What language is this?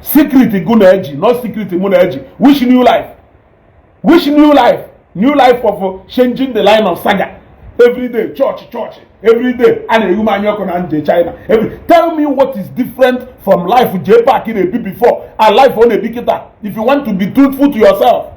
Igbo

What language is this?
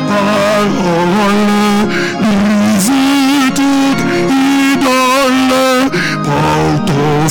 Haitian Creole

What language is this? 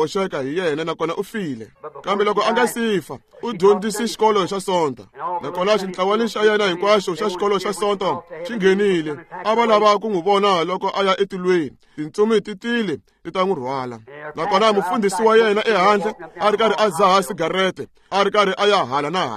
Tsonga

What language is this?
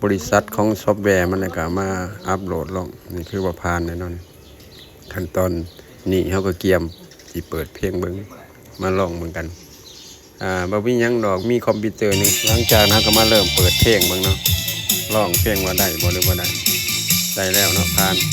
Lao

